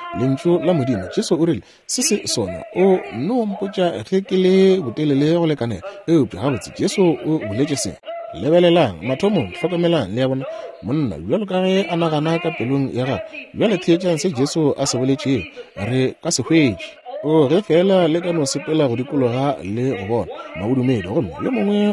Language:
Northern Sotho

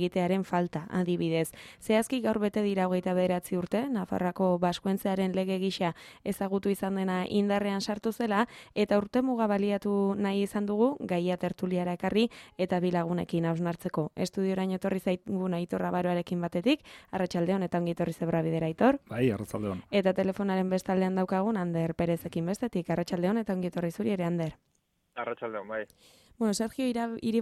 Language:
Basque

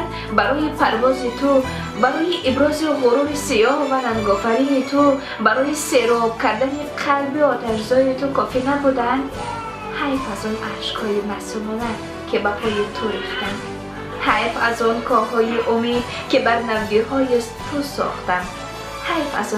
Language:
Tajik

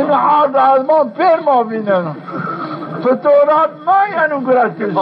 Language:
Zaza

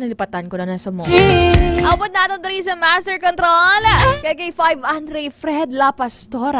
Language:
Hiligaynon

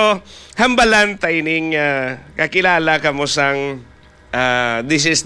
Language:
Hiligaynon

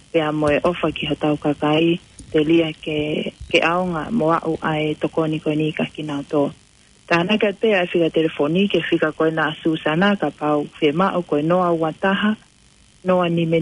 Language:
Tongan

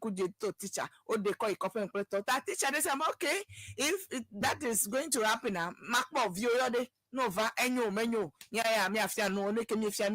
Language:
Ewe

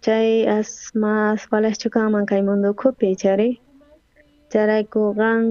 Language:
South Bolivian Quechua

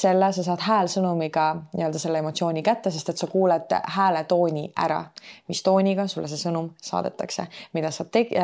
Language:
Estonian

